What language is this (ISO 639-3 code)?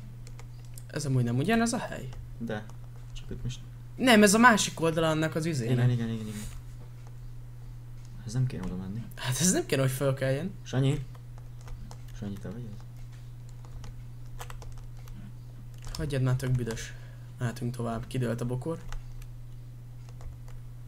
hun